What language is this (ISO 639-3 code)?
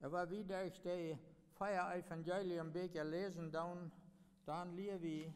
pdt